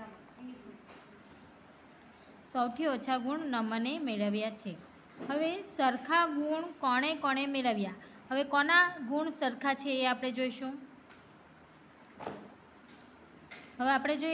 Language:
Gujarati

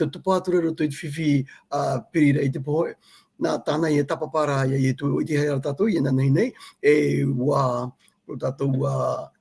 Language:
Tahitian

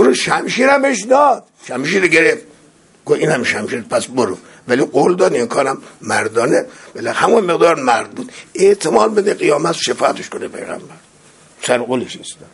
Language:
Persian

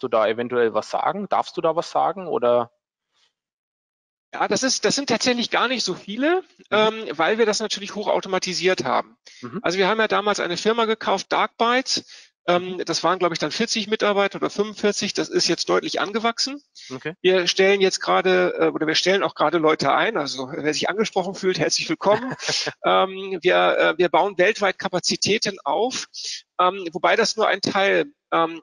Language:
German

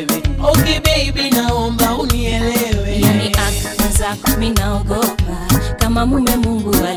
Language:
Swahili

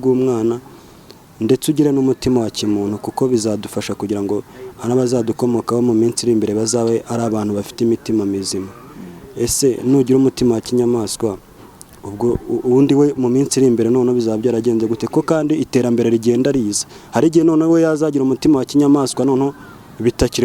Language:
Kinyarwanda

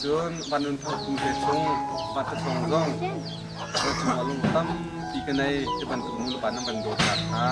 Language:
Hakha Chin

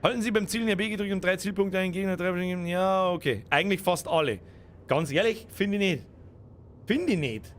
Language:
Bavarian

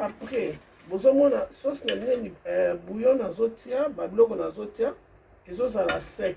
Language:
Lingala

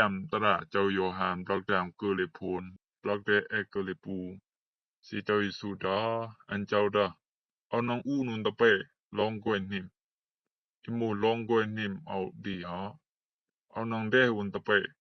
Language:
Rumai Palaung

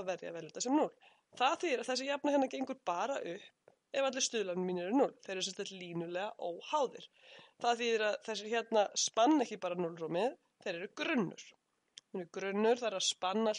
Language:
Icelandic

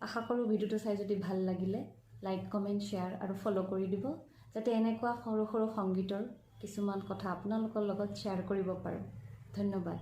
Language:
Assamese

